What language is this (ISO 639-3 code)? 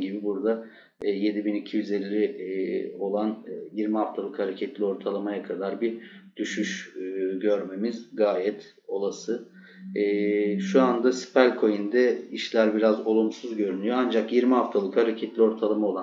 tur